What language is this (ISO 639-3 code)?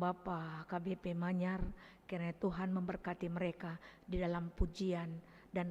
btx